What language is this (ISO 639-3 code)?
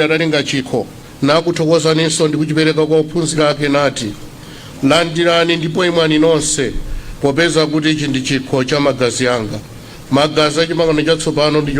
nya